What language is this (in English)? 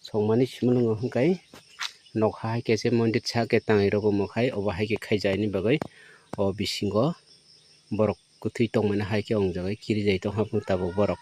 Kok Borok